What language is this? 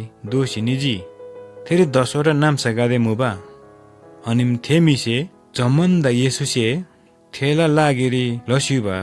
Eastern Tamang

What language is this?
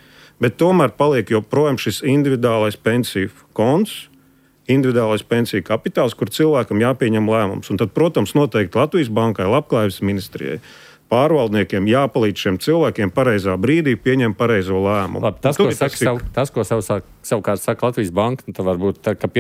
Latvian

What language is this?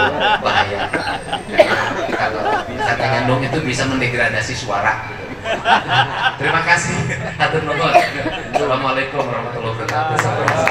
Indonesian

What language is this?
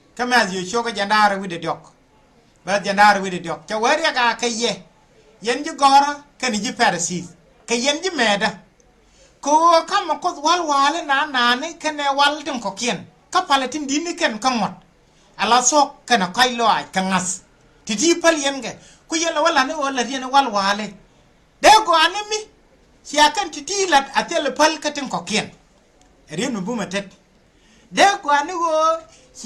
Nuer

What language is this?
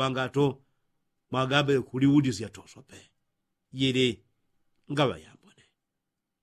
Yao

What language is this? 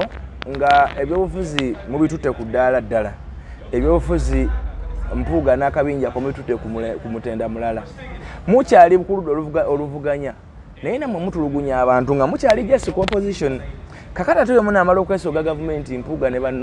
Ganda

